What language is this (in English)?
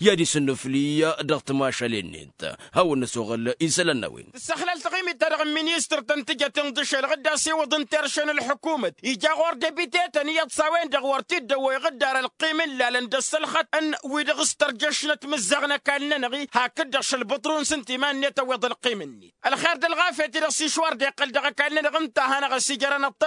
Tamasheq